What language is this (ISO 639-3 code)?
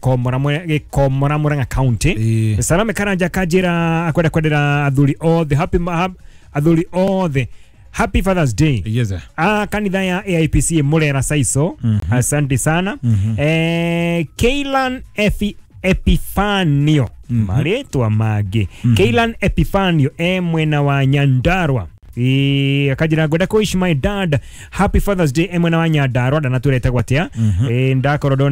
kik